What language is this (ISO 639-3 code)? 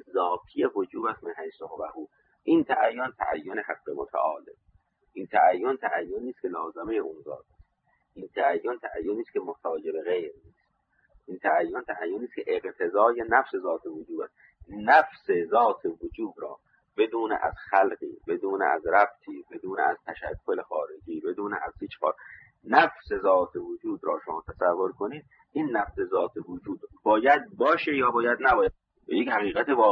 fas